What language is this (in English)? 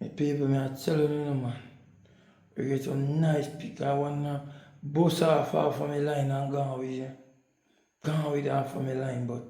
Jamaican Creole English